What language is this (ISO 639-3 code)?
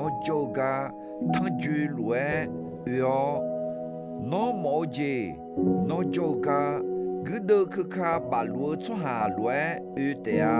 ahk